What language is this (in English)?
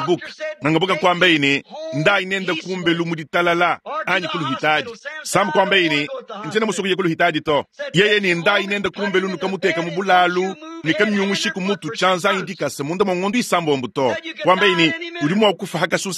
Luba-Lulua